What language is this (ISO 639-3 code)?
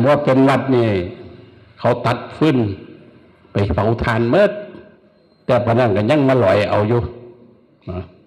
tts